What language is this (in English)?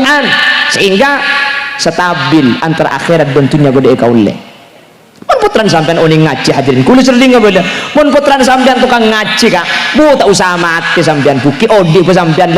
Madurese